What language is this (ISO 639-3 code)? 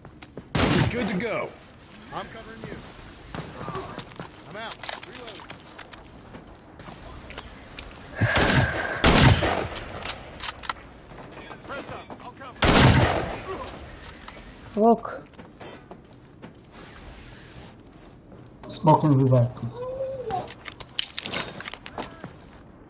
eng